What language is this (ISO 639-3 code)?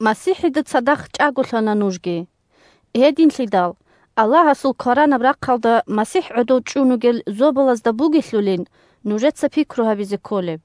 ava